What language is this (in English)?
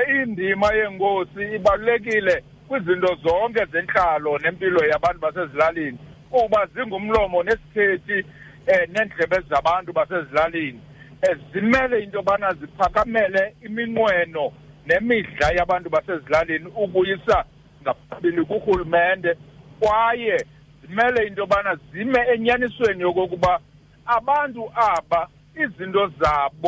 Xhosa